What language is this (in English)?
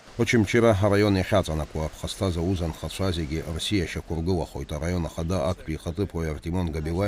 Abkhazian